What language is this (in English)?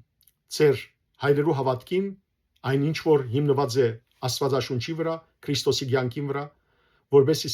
Western Armenian